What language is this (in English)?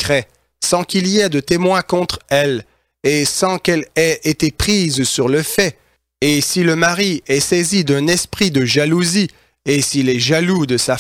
French